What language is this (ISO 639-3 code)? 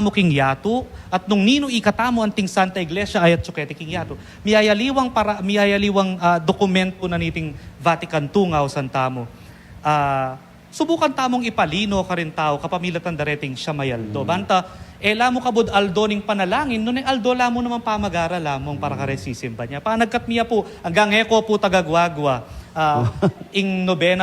pam